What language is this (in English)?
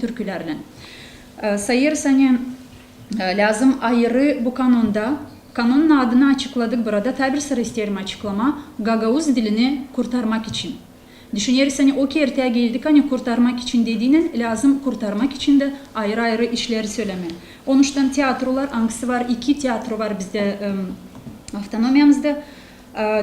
Gagauz